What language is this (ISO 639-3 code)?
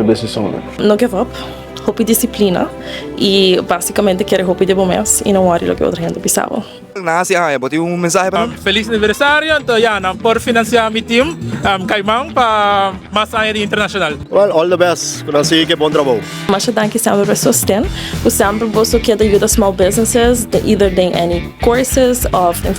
pap